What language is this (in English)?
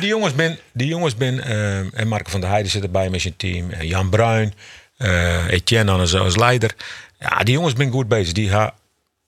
Western Frisian